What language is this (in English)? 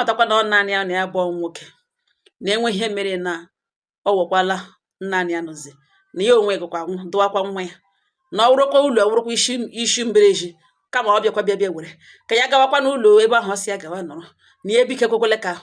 Igbo